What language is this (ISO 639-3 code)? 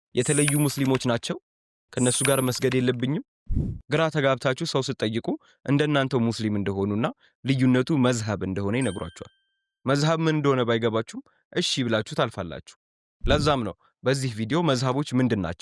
amh